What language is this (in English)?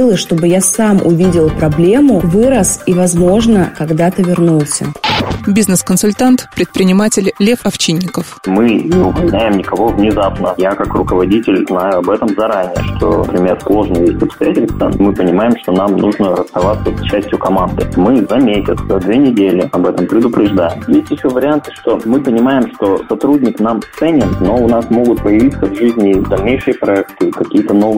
Russian